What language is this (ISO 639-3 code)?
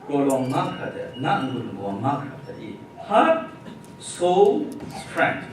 kac